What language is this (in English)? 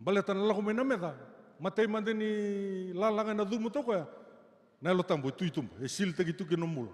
Fijian